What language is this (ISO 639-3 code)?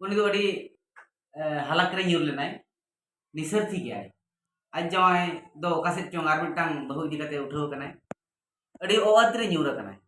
sat